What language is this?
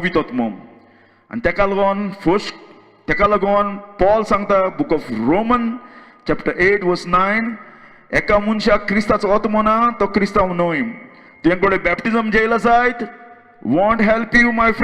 Konkani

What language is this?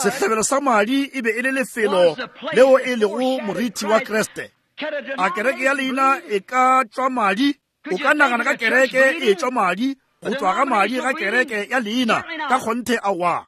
Northern Sotho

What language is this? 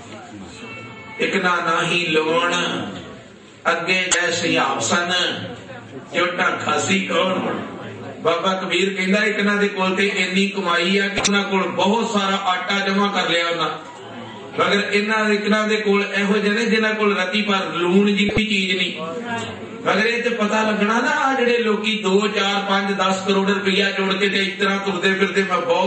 Punjabi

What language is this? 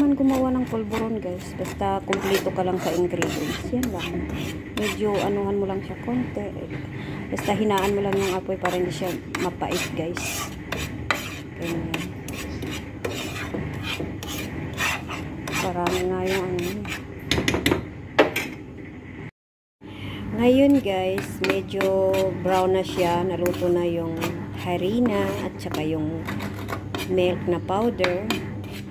Filipino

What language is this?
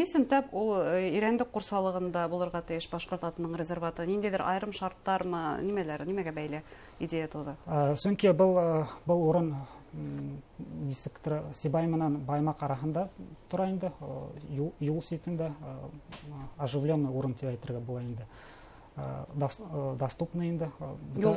Bashkir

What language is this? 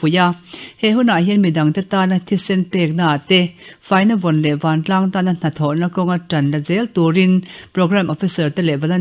Mizo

